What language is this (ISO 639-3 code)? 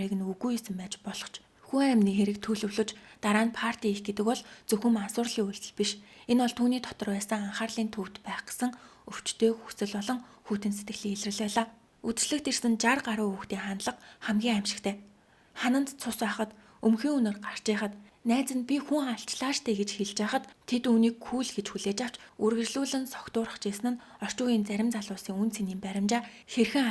mon